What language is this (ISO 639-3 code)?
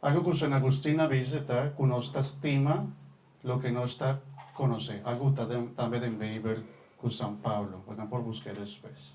pap